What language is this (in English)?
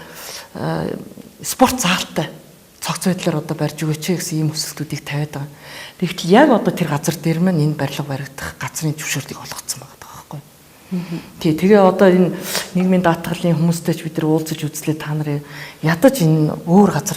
Mongolian